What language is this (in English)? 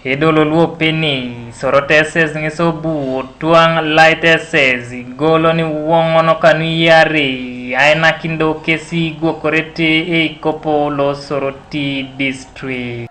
Teso